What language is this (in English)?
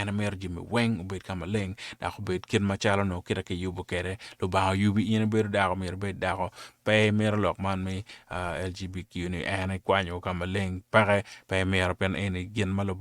Acoli